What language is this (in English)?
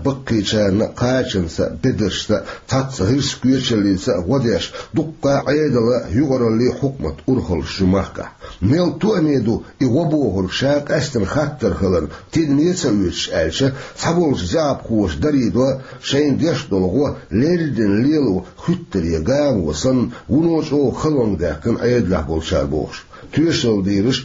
Chechen